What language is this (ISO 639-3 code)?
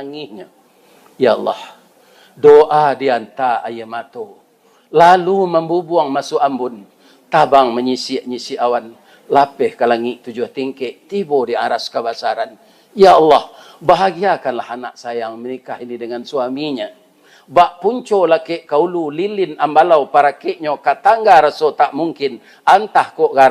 min